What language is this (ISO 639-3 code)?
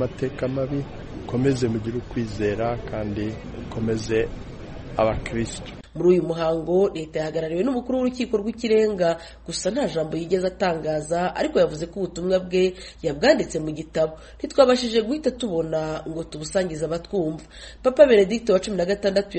kin